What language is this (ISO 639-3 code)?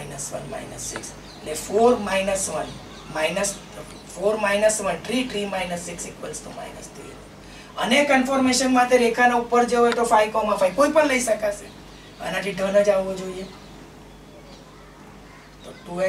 guj